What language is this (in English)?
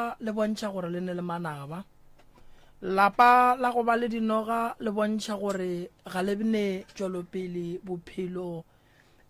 Northern Sotho